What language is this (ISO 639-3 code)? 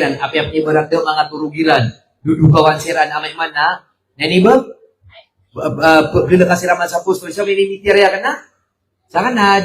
mrw